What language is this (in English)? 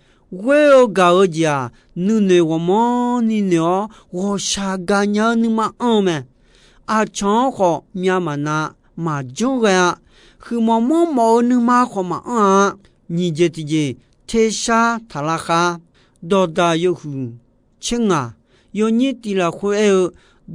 Akha